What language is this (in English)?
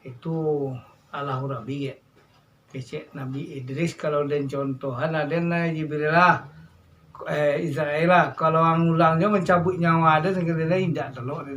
Minangkabau